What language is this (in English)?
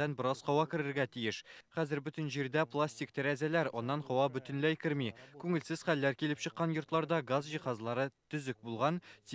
Tatar